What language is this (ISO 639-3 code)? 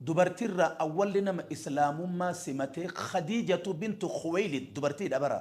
orm